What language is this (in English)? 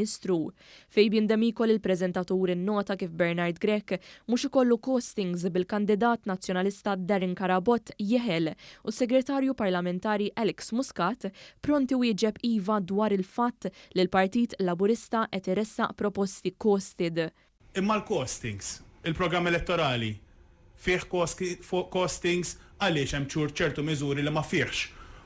Maltese